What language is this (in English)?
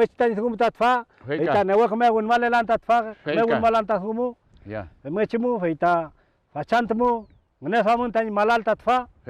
Mapuche